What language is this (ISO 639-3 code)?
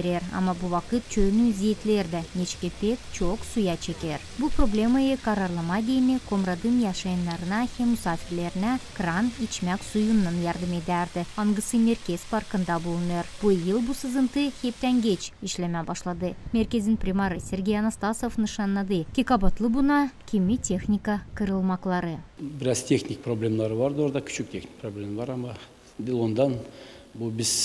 gag